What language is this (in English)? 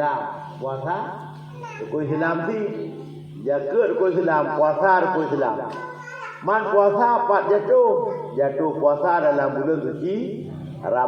Achinese